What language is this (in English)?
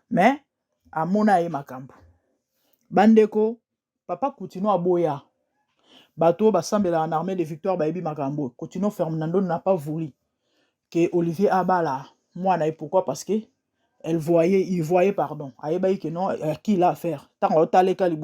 Lingala